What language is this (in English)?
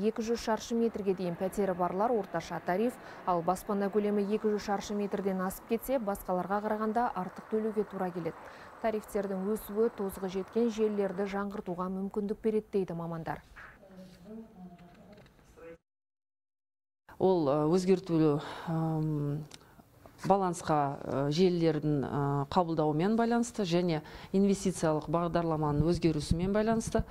Kazakh